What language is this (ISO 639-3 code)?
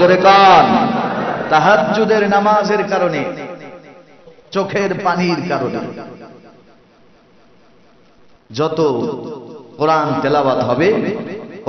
ben